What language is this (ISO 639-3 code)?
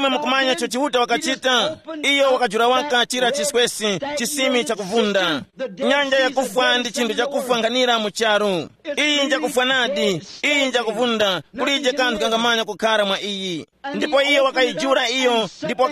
tum